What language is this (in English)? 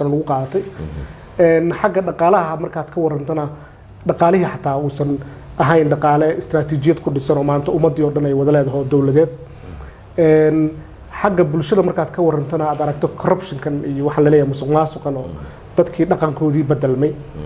Somali